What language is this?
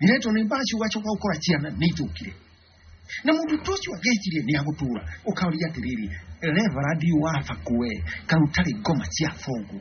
Kikuyu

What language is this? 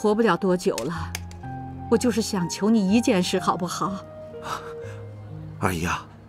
Chinese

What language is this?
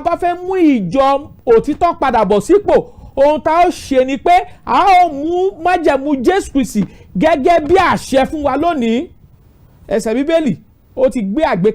Yoruba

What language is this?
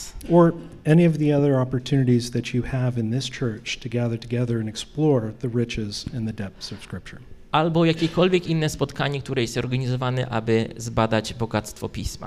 Polish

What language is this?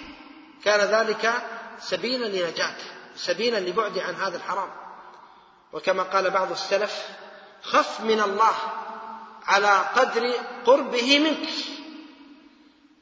Arabic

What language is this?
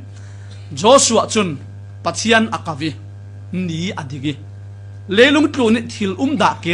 Falam Chin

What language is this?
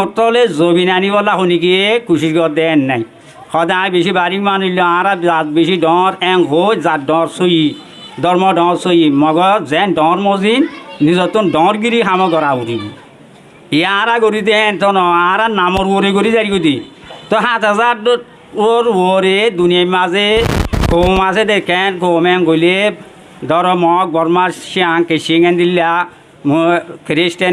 Rohingya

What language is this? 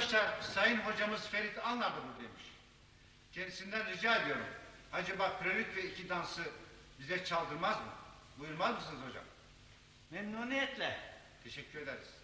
Turkish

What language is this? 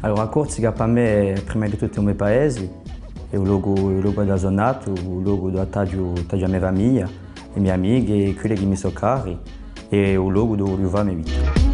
Corsican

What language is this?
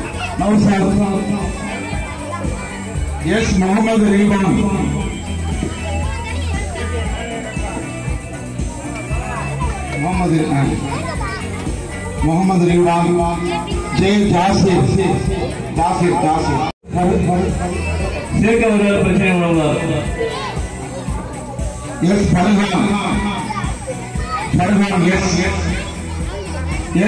Tamil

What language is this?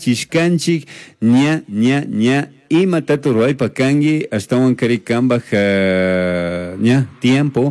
Chimborazo Highland Quichua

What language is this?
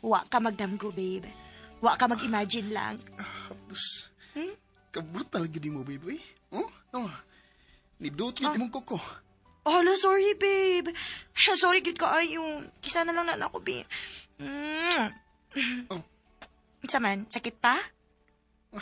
Cebuano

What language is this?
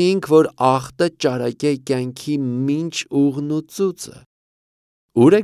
Armenian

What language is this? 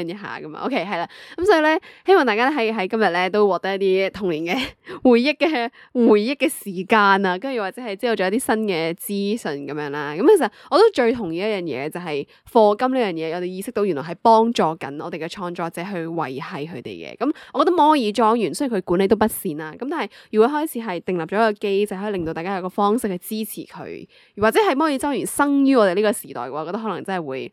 Cantonese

